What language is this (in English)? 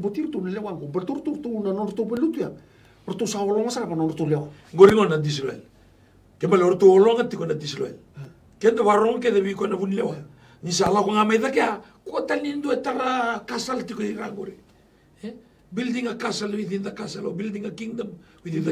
Galician